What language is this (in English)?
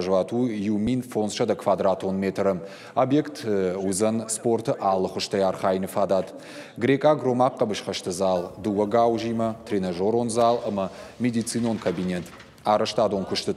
Ossetic